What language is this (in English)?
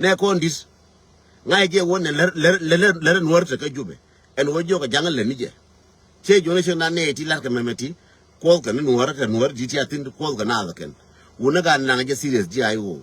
Nuer